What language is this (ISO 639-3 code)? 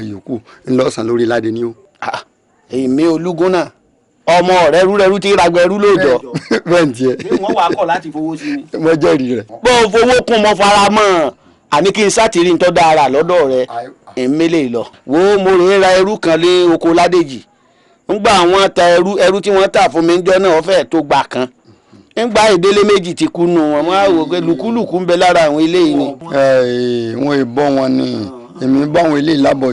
yor